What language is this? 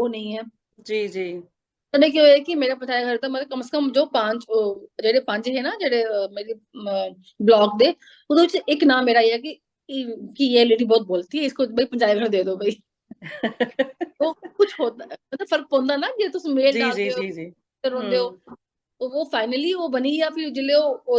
Dogri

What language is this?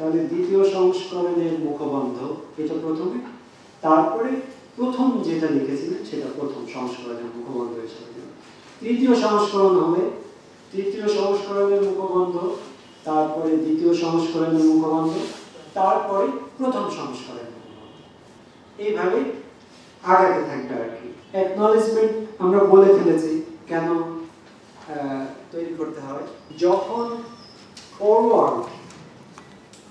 Bangla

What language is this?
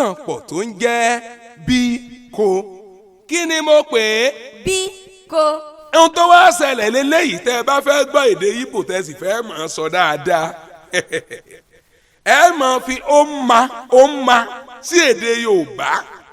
Yoruba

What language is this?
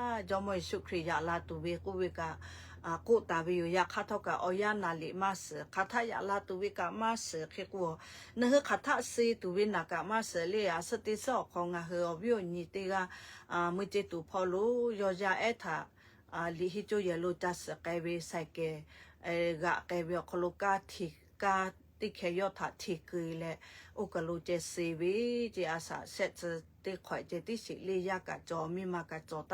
Lahu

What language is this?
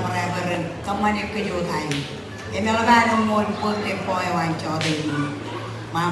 Marshallese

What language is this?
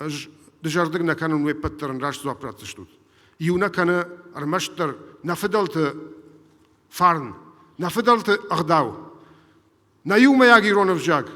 Ossetic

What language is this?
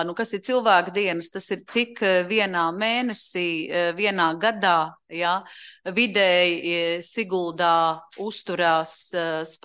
Latvian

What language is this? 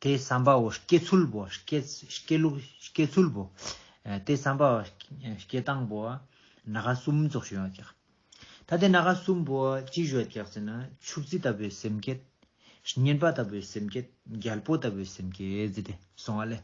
Ladakhi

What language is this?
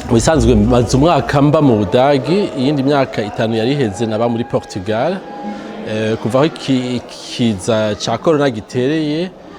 Rundi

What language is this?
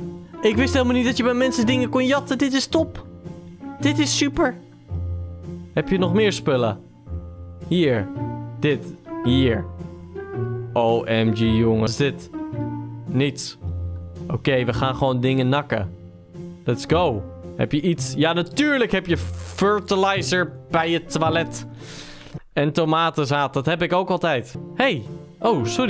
Dutch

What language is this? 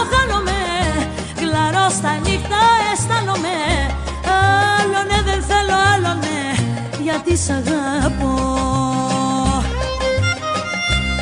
Greek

